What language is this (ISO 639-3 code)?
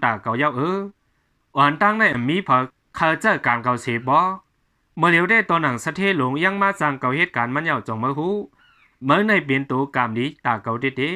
shn